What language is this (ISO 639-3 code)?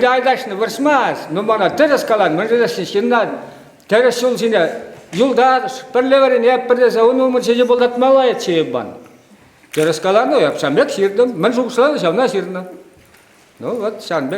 chv